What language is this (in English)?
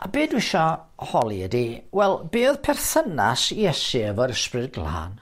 Welsh